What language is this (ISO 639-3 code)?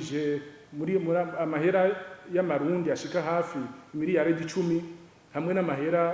run